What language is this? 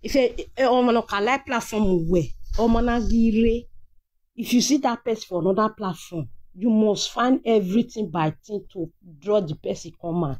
Nigerian Pidgin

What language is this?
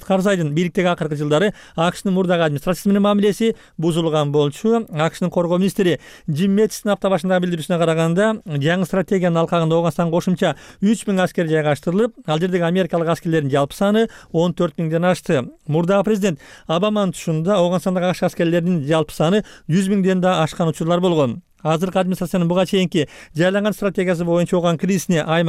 Kyrgyz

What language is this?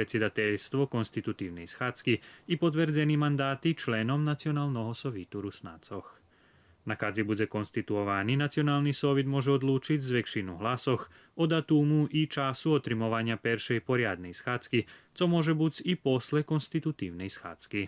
Rusyn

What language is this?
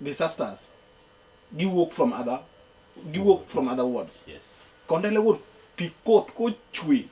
Luo (Kenya and Tanzania)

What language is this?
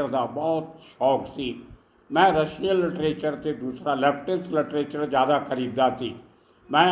Punjabi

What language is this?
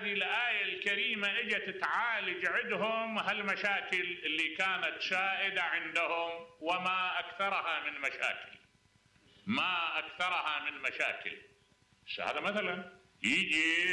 Mesopotamian Arabic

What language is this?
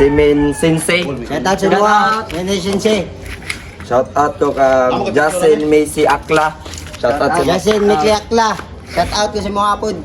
Cebuano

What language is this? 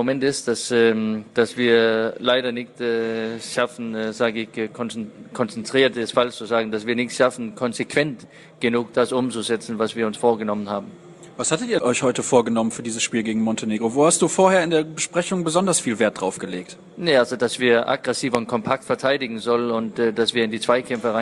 German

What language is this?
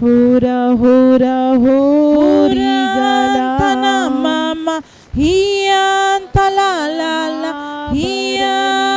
Tem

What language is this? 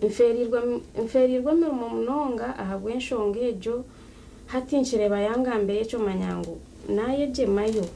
Nyankole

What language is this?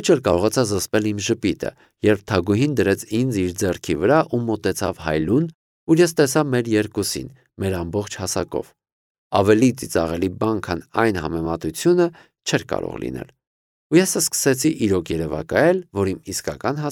Armenian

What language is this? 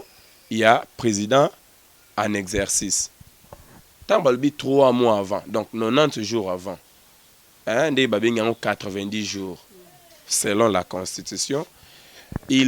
Lingala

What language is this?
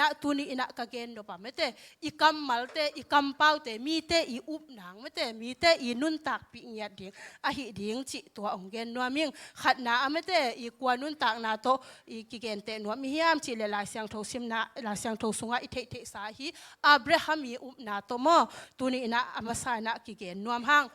Tedim Chin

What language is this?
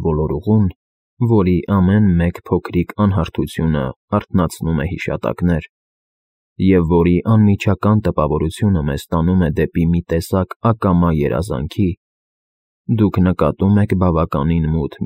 Armenian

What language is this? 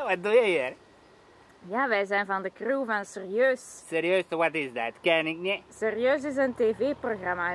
Dutch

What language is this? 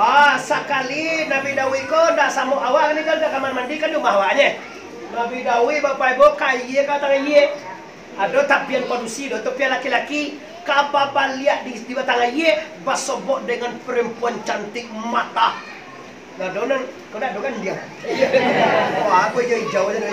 Minangkabau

